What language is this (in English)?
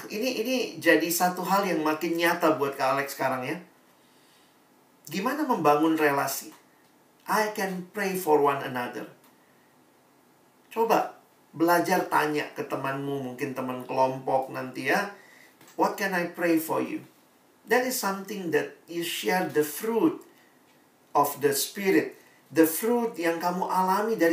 Indonesian